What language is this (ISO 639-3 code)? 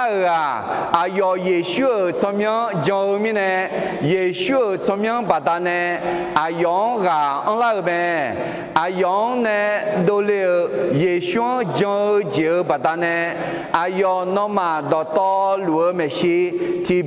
ahk